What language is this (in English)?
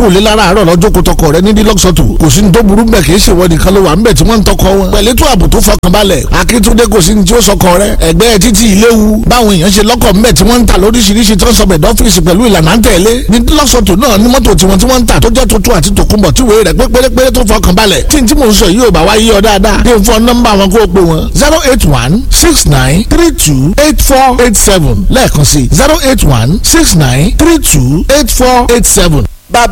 Yoruba